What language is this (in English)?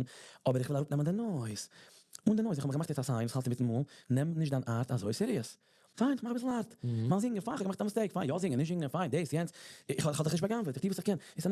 Yiddish